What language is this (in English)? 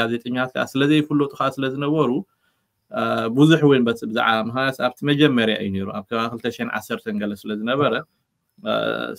Tigrinya